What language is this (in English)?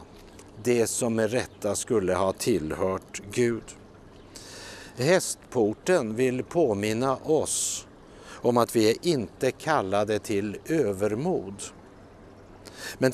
Swedish